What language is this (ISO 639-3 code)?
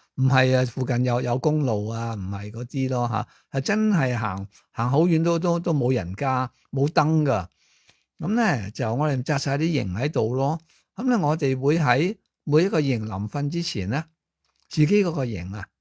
yue